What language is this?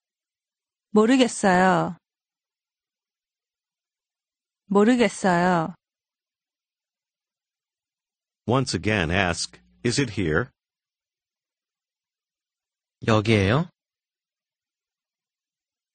Korean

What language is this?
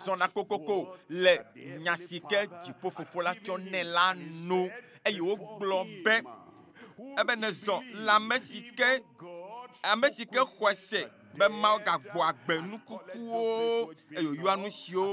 Ewe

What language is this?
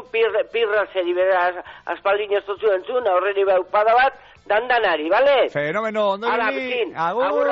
Basque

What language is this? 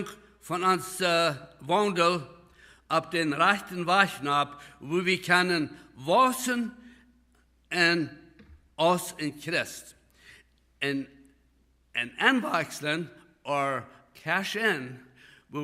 Plautdietsch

